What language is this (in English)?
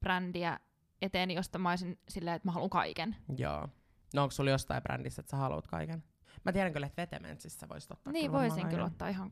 Finnish